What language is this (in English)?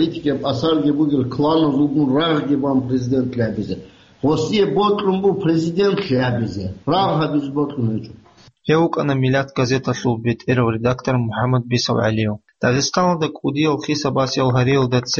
Avaric